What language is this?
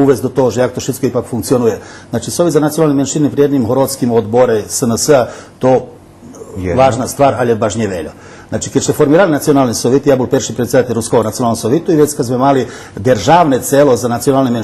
Rusyn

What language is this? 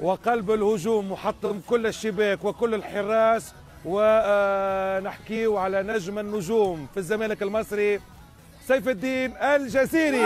Tunisian Arabic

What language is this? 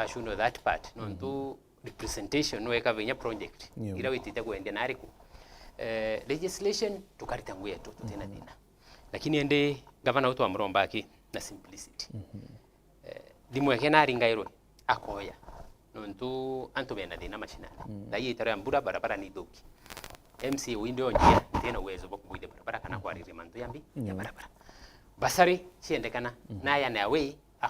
Meru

